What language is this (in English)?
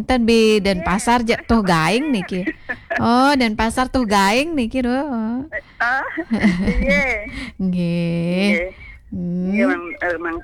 Balinese